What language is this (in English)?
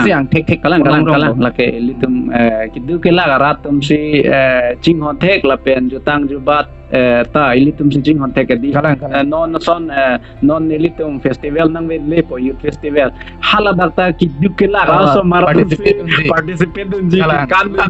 Karbi